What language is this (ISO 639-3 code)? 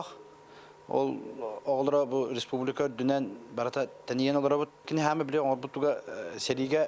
sah